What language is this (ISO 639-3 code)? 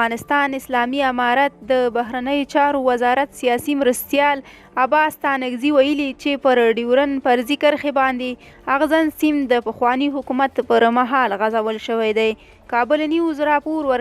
pus